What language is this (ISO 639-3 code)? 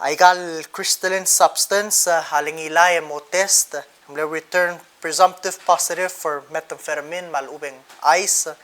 pau